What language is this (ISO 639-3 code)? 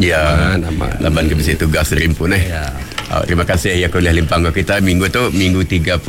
iba